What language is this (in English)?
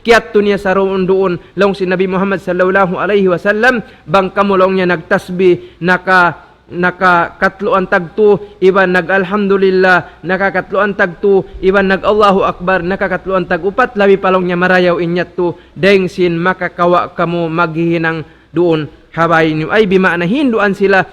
Tausug